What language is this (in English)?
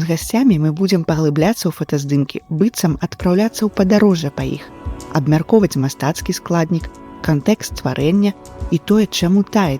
Belarusian